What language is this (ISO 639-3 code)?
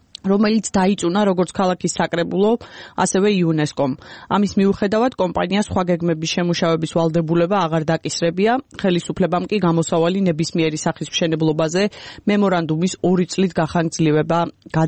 kat